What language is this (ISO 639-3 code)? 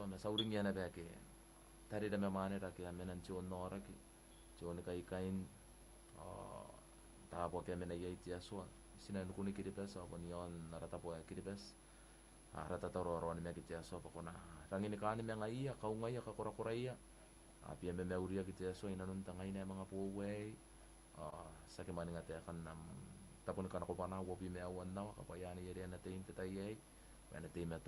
gil